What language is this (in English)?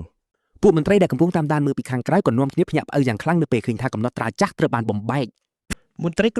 Khmer